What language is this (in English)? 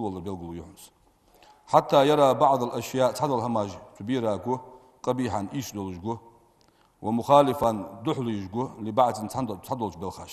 Ingush